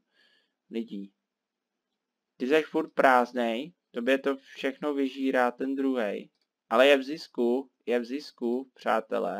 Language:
Czech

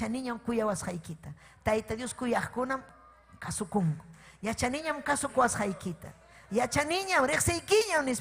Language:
Ayacucho Quechua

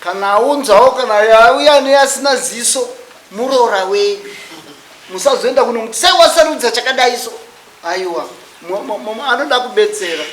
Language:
Shona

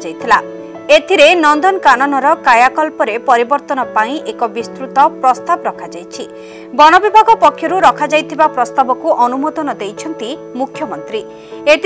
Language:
Odia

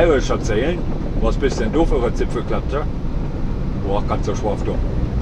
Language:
German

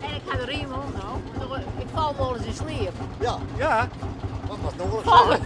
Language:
Western Frisian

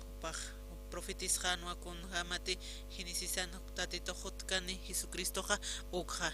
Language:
Aymara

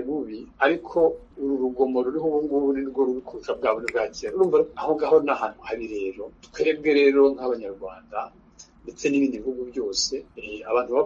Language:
Kinyarwanda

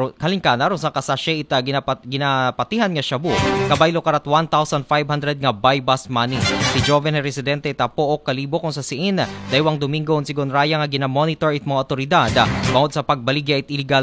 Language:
Aklanon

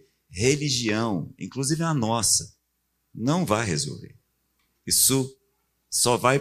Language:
Portuguese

